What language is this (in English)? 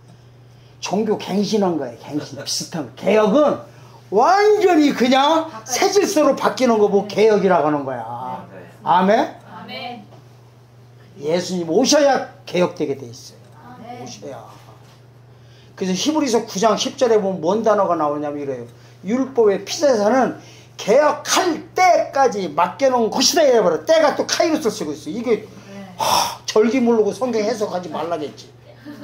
Korean